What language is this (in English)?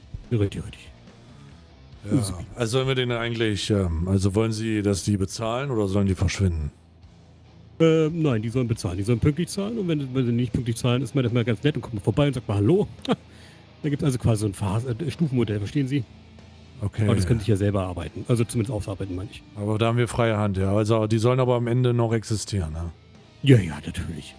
German